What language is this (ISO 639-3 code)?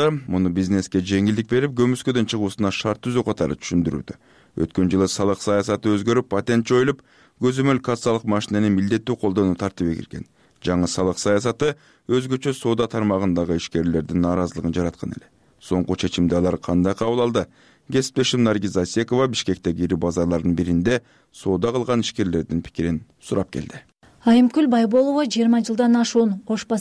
kir